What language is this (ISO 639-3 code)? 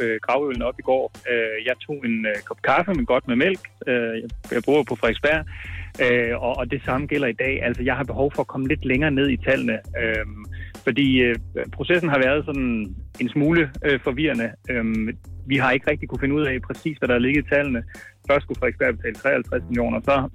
dan